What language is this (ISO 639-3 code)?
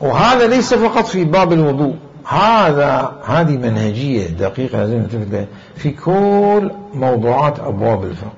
acm